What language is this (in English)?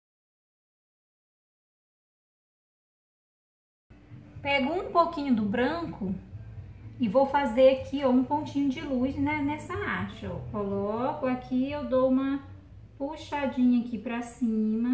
Portuguese